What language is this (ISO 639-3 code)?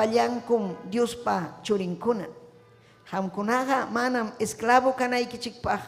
quy